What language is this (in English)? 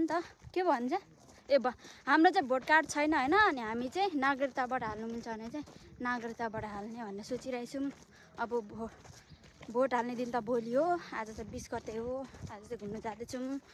Nepali